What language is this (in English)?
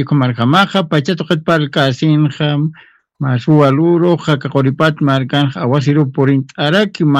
Aymara